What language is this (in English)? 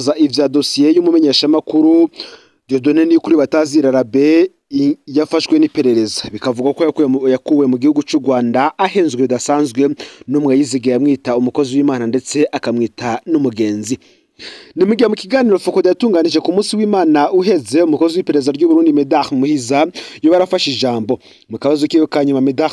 Rundi